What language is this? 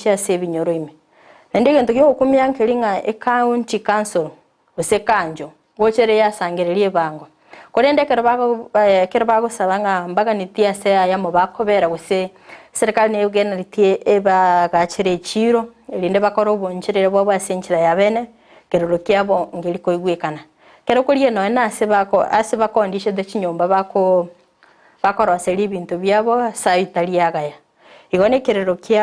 Gusii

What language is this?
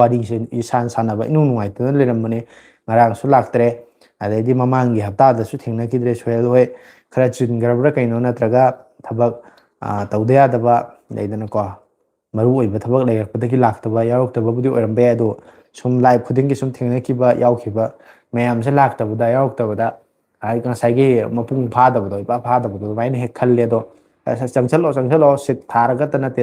Manipuri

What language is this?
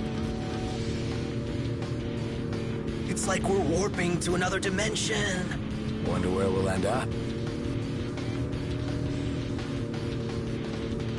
English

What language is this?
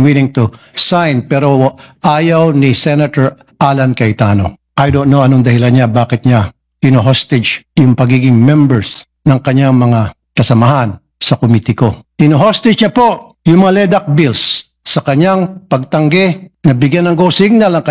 Filipino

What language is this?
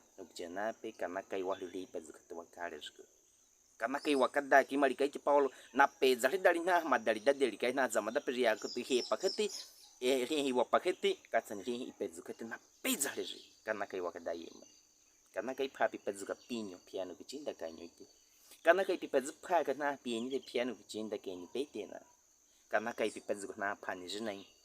Baniwa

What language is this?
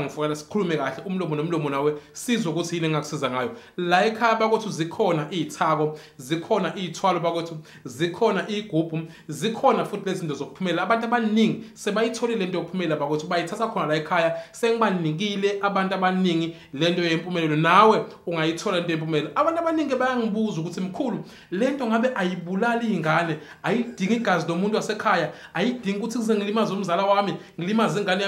Zulu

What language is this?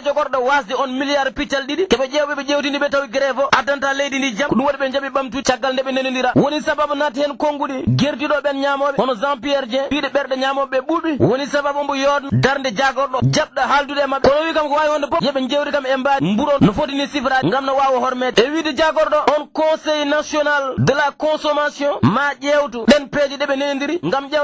Fula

